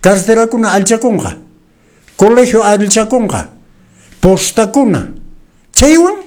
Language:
Quechua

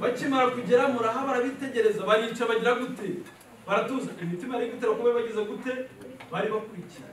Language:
Kinyarwanda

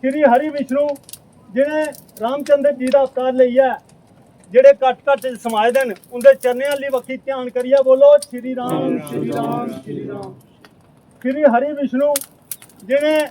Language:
Dogri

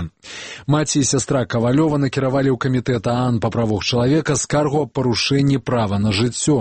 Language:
Belarusian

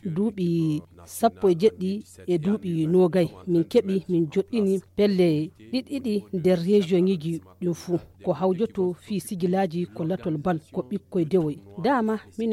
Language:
Fula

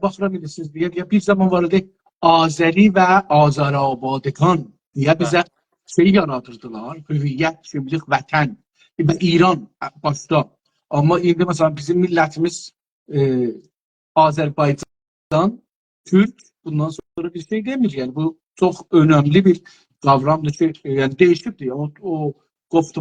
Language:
South Azerbaijani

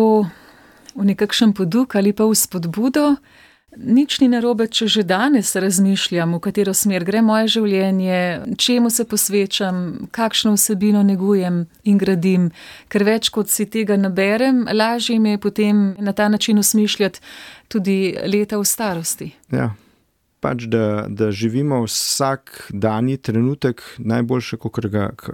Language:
Slovenian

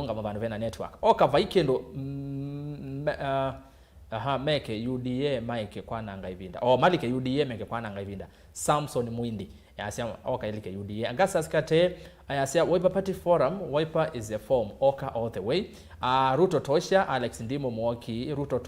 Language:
Kamba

